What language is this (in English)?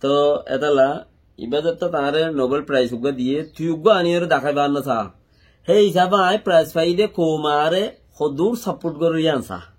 Rohingya